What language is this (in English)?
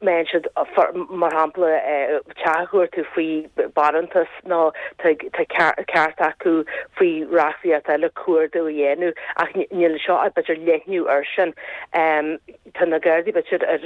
Irish